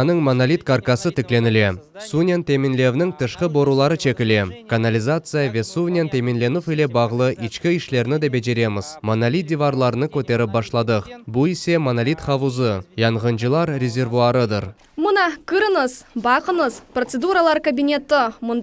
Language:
Crimean Tatar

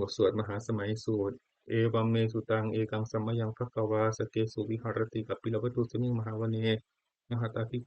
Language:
Pali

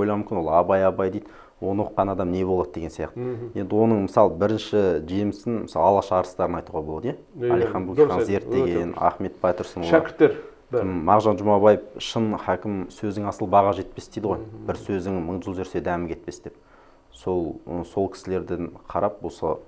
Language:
Kazakh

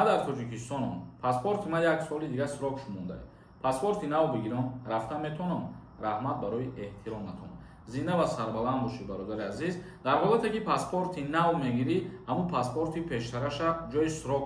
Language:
Tajik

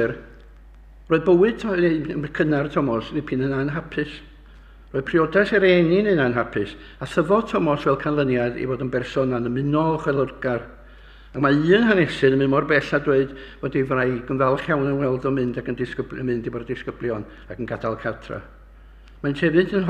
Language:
Welsh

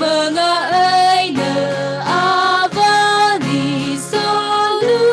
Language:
Tangkhul Naga (India)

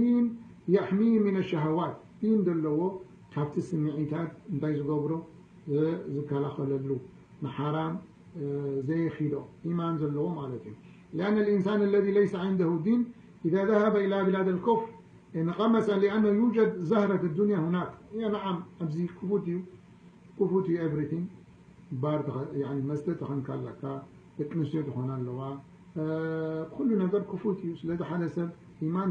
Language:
Tigrinya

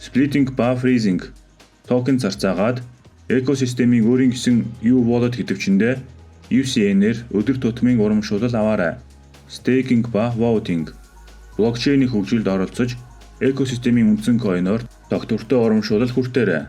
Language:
Mongolian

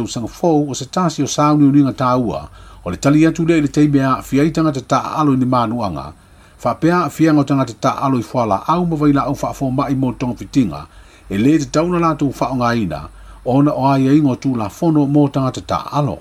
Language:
Samoan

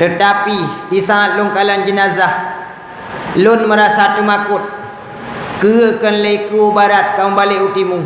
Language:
Achinese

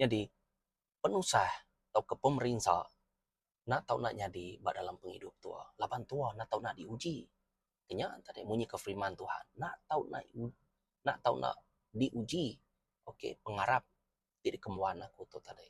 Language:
Iban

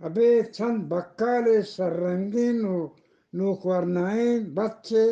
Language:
Eastern Balochi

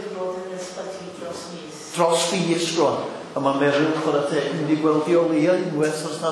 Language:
Welsh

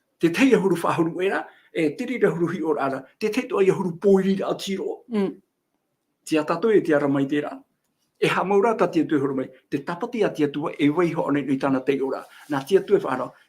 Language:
Tahitian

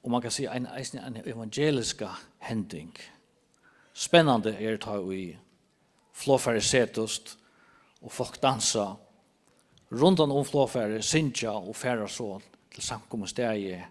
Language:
Faroese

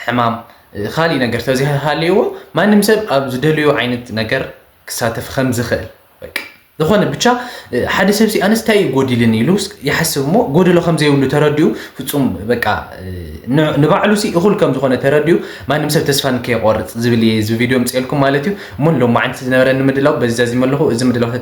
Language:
Tigrinya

